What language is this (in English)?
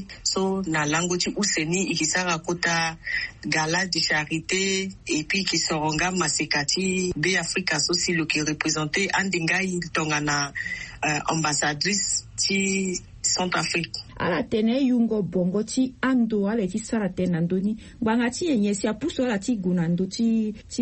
Sango